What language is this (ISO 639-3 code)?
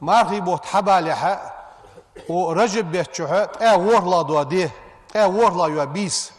inh